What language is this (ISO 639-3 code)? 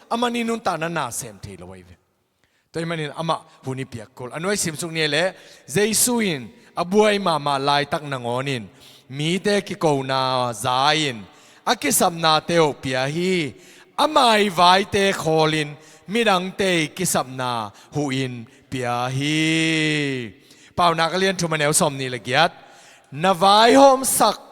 ctd